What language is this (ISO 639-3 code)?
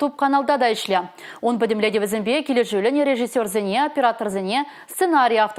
chv